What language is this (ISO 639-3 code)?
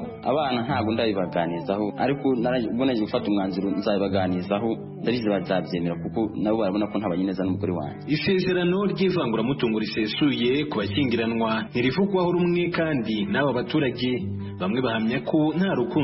kin